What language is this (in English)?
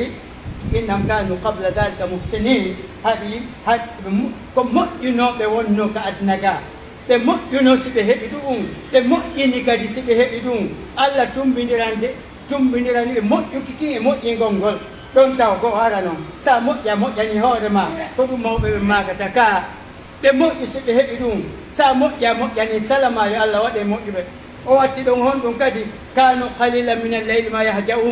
Pular